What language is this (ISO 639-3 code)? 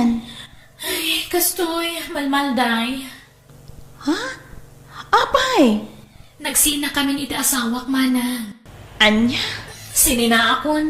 ilo